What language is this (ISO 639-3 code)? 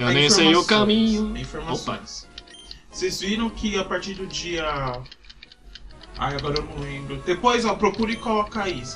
por